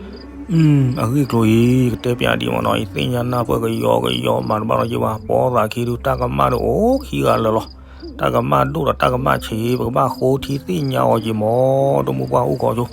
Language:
S'gaw Karen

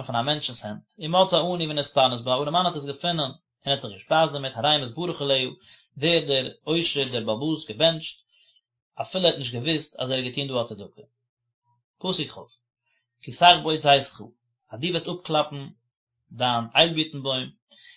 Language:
Yiddish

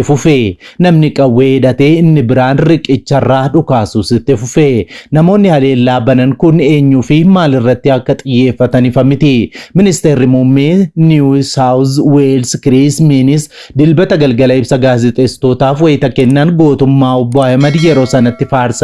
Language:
Oromo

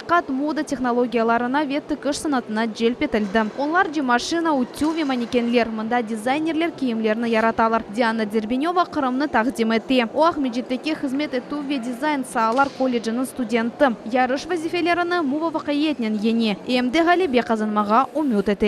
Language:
Crimean Tatar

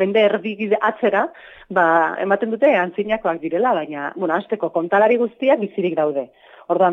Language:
Basque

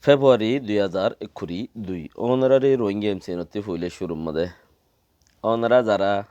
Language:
Rohingya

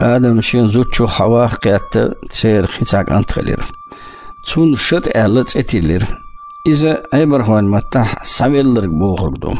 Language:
Chechen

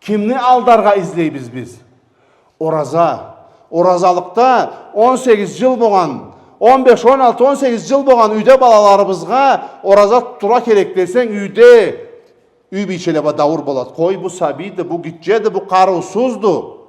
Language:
Karachay-Balkar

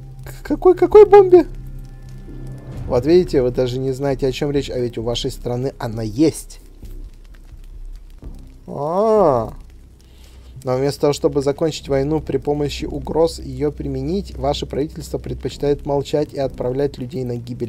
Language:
Russian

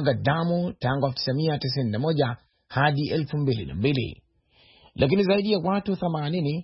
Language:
Swahili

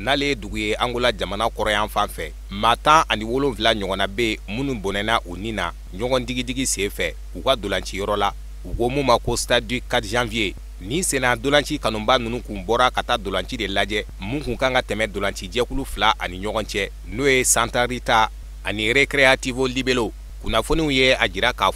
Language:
Bambara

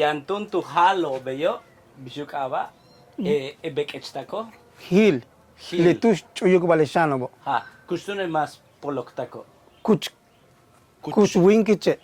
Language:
Yucateco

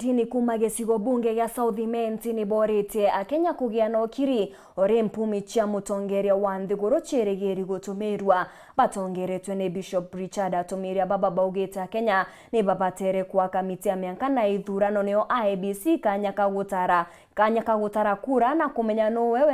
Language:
Meru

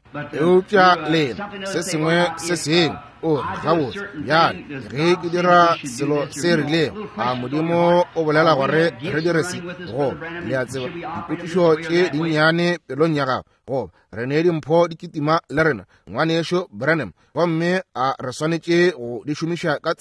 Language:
Northern Sotho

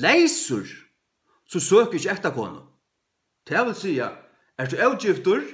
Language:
Faroese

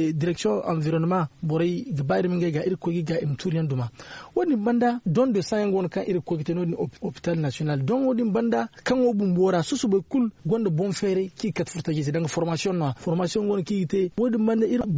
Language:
Zarma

